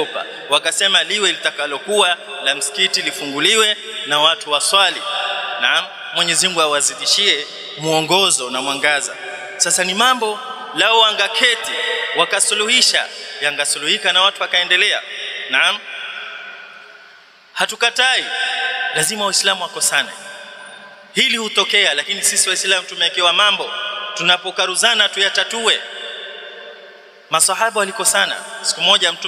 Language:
Swahili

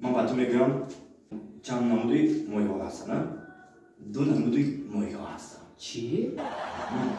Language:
Tajik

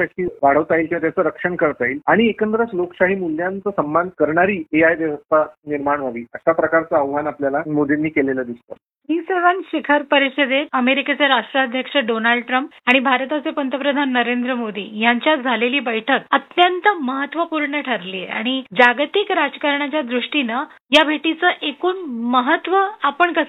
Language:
Marathi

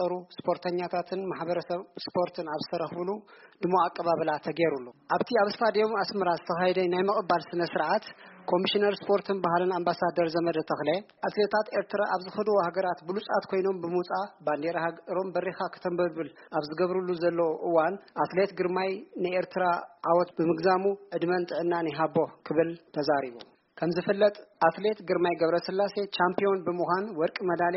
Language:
Tigrinya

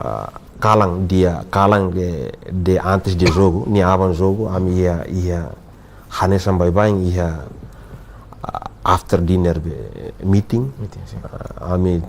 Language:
Tetum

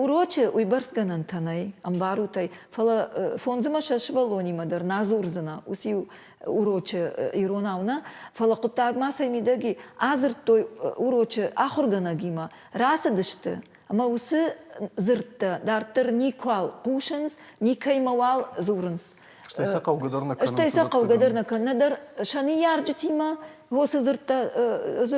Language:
Ossetic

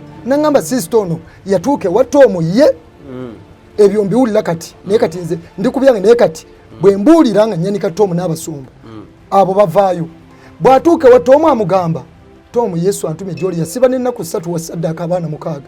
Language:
Ganda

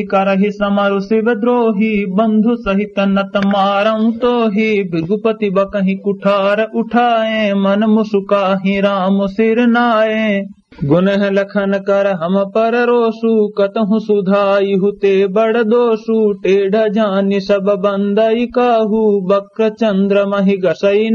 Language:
Awadhi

